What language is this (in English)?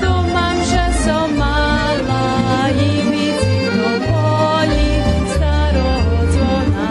Rusyn